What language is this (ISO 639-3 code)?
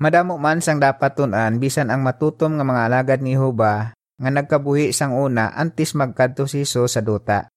hil